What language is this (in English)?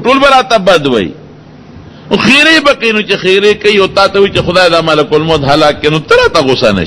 Pashto